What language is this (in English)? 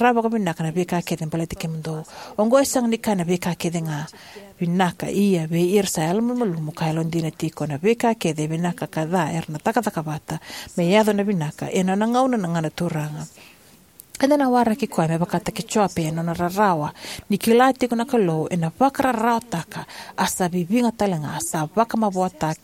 Fijian